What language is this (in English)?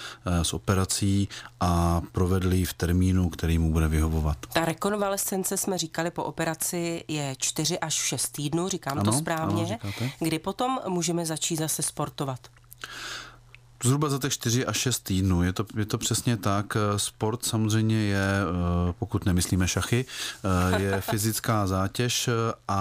Czech